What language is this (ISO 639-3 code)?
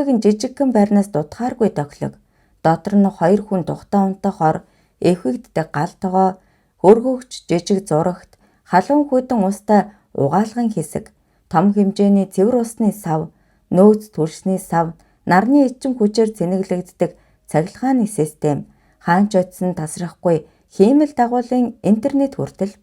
mon